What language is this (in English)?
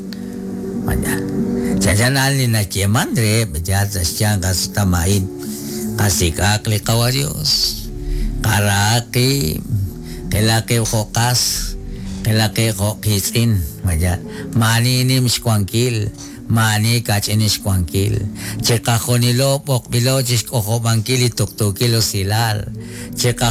Kekchí